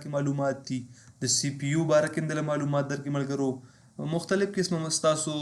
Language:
Pashto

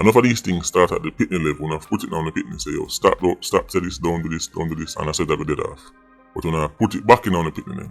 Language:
Jamaican Creole English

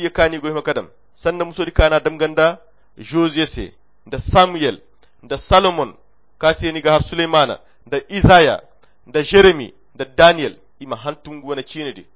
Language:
Koyra Chiini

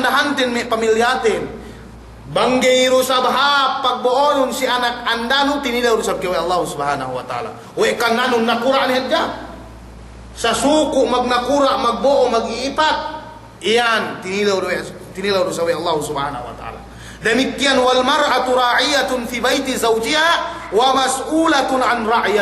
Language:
Yakan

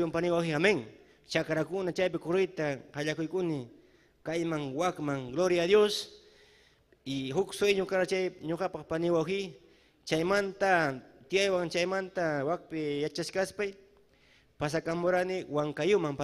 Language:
Ayacucho Quechua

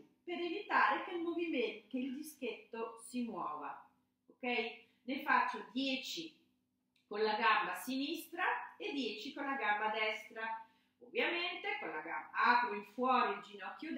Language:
Italian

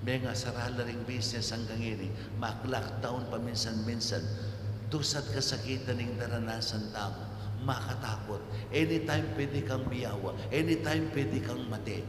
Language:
Pampanga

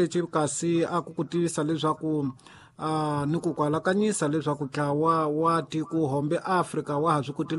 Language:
Tsonga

